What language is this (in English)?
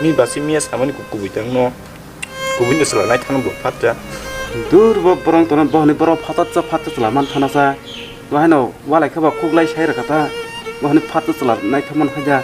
Kok Borok